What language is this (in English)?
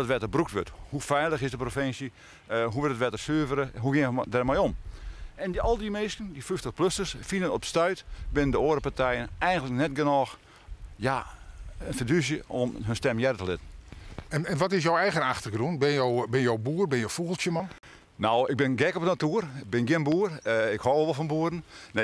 Western Frisian